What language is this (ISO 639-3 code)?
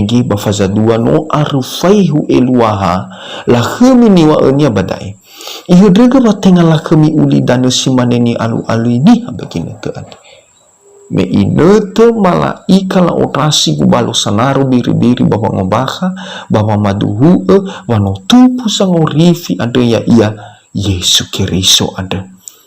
nia